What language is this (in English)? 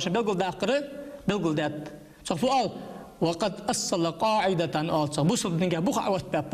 Ingush